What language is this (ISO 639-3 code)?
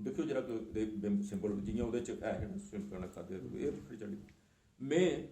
doi